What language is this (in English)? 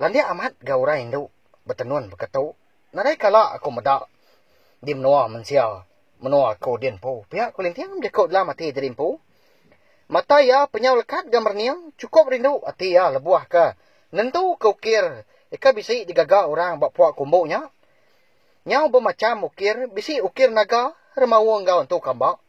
Iban